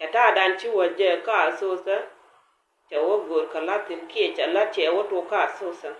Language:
Nuer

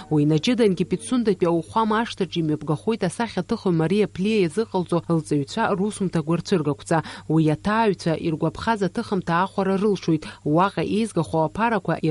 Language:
Abkhazian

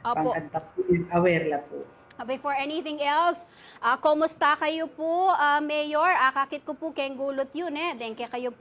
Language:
Pampanga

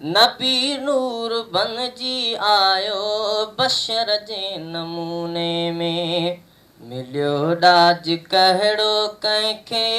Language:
Sindhi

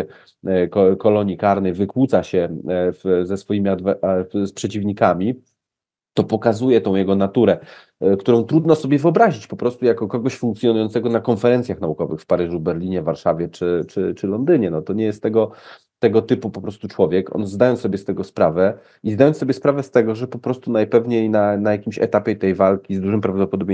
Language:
Polish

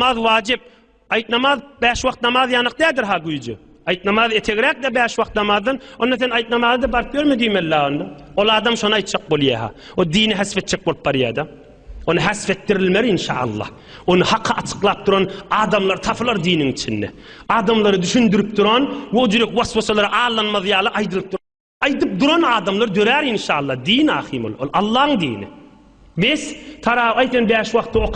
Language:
Turkmen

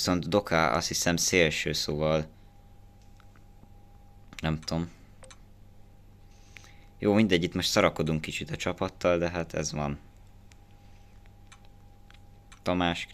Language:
Hungarian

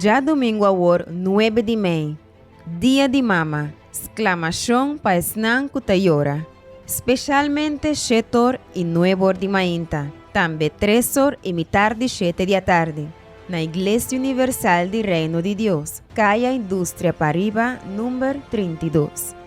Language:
Papiamento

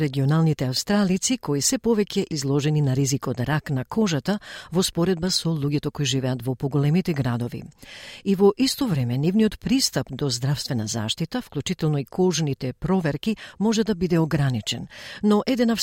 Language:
Macedonian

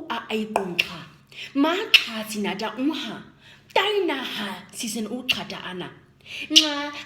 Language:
Nama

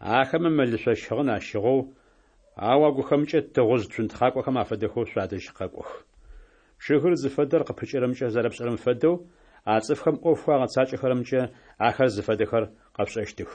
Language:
Adyghe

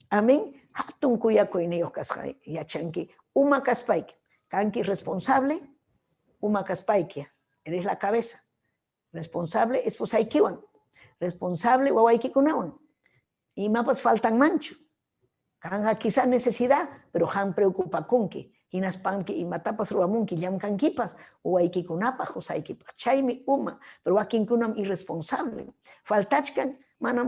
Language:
Ayacucho Quechua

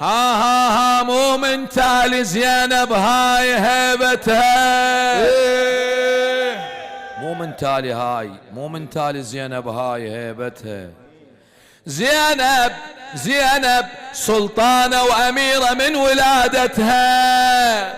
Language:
Mesopotamian Arabic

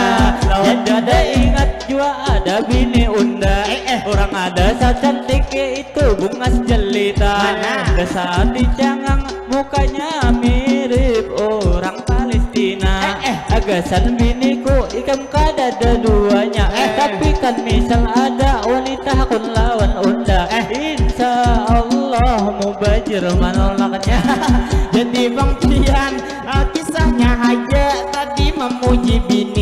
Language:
Banjar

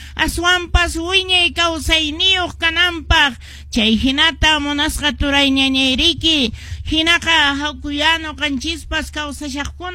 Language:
Quechua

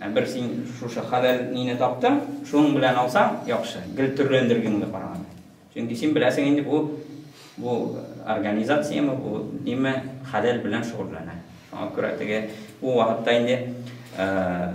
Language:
Tatar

